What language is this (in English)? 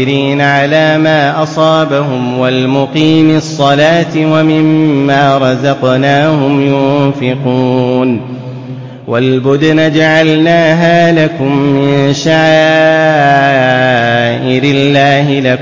Arabic